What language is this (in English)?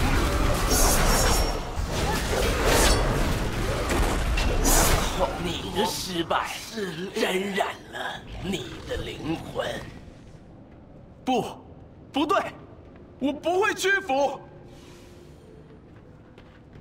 Chinese